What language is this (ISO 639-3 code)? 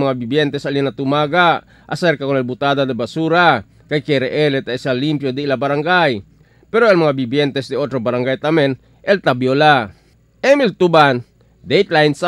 cbk